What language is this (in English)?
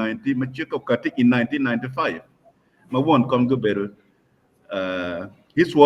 Acoli